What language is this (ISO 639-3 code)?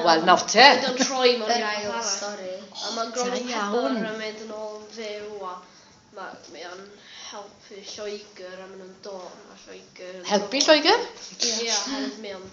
cym